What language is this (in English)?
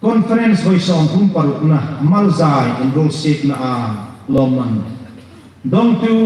Hmar